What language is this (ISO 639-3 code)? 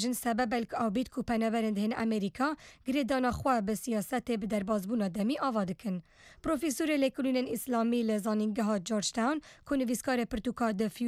kur